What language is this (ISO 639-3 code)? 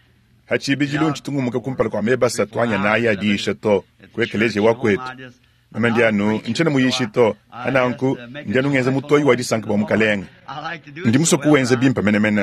lua